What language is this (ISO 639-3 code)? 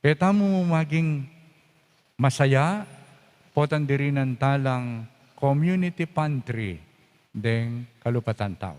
pam